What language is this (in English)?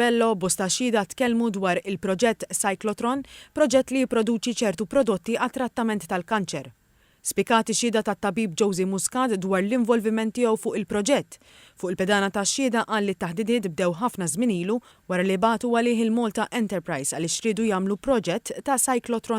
Maltese